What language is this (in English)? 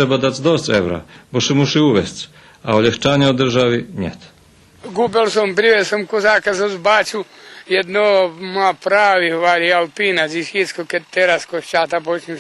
Rusyn